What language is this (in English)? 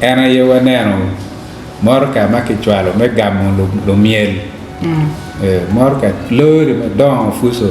Acoli